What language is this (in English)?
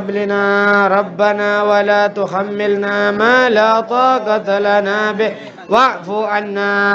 Madurese